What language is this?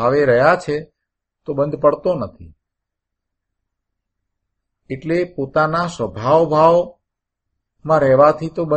Gujarati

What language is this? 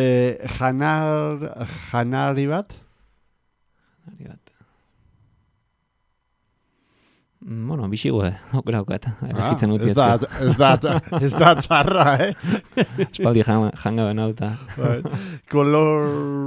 Basque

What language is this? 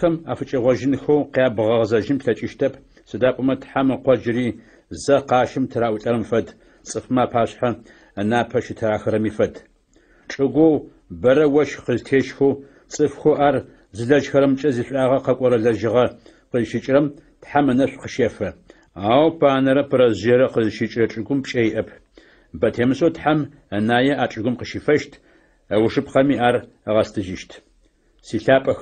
Adyghe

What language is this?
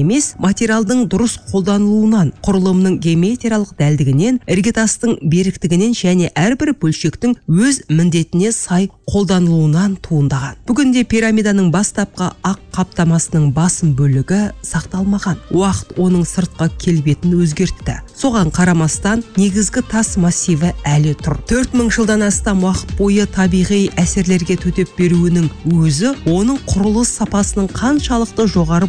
Kazakh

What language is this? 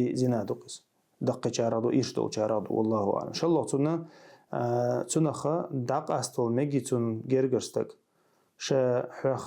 Chechen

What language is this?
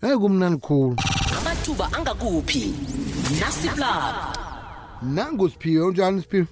South Ndebele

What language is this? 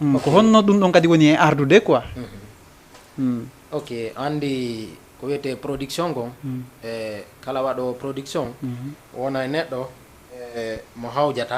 Fula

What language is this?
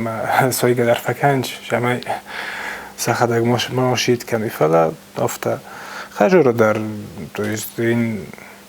Ossetic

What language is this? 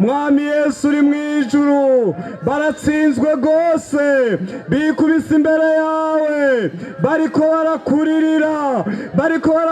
Rundi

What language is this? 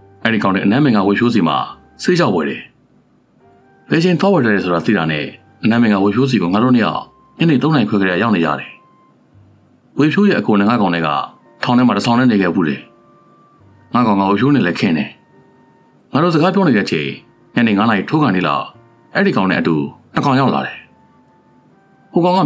Burmese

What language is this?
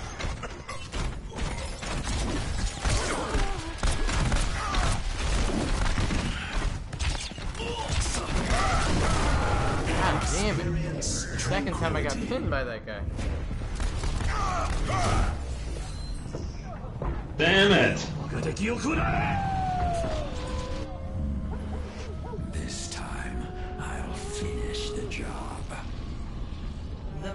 English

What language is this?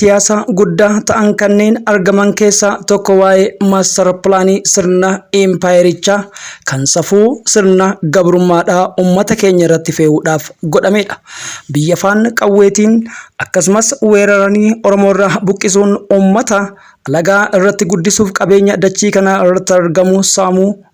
Oromo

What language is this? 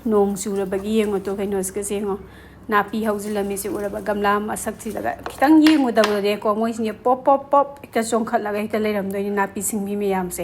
Manipuri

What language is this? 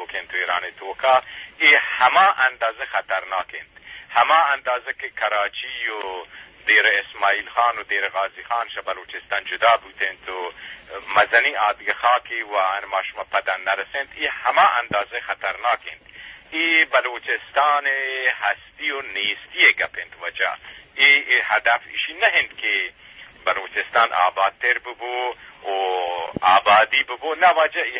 Eastern Balochi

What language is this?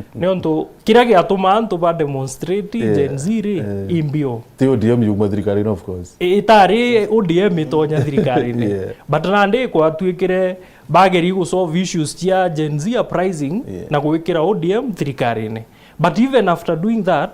Meru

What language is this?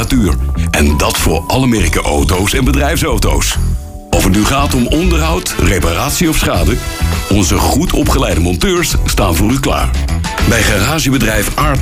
Dutch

